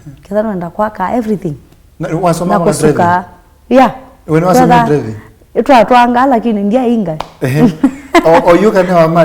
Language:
Kamba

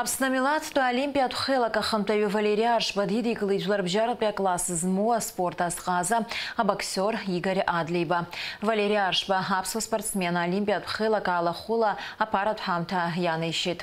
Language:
Abkhazian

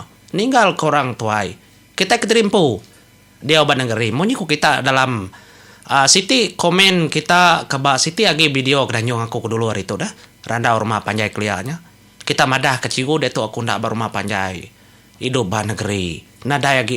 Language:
Iban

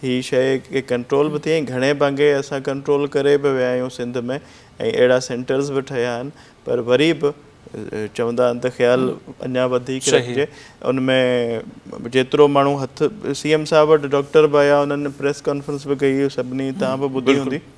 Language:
Sindhi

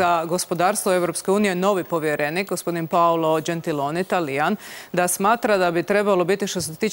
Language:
Croatian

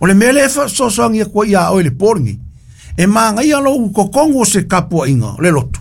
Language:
Samoan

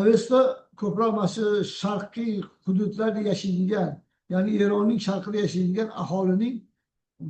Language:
Uzbek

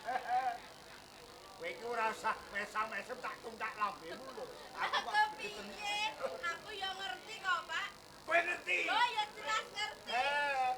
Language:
Javanese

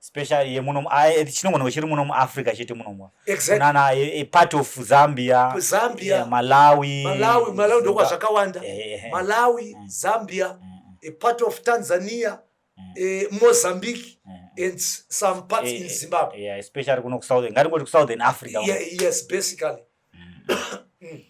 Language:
Shona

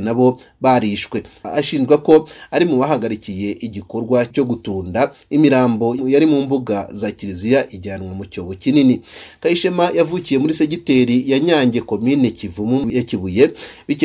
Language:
Kinyarwanda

